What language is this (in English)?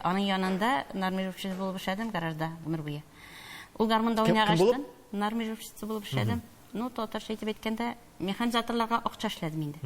Tatar